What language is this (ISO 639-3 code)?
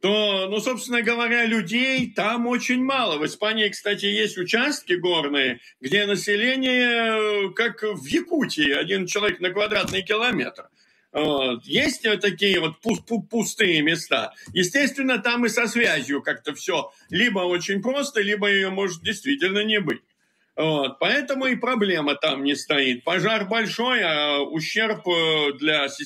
rus